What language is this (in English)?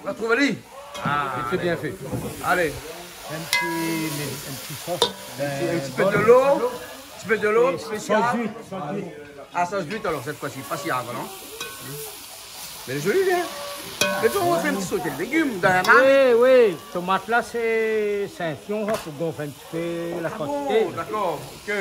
Réunion Creole French